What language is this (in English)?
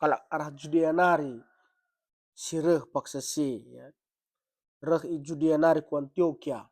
Batak Karo